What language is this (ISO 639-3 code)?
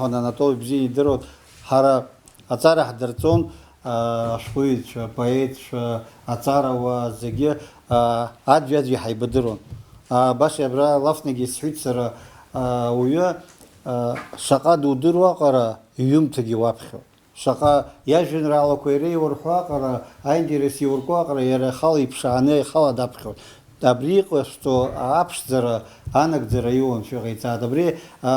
abk